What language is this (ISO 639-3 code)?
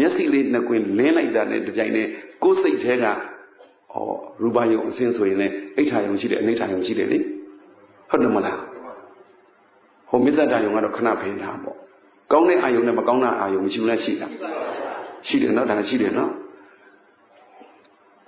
mya